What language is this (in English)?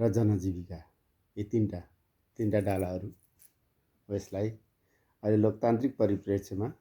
Nepali